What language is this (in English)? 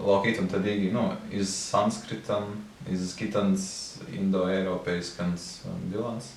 Prussian